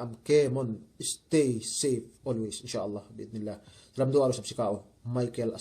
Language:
Yakan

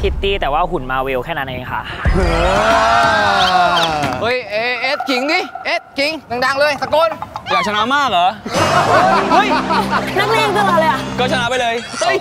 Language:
Thai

